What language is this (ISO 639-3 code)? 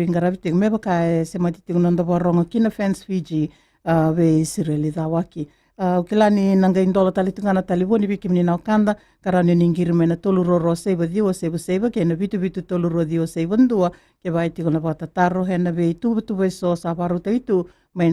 fij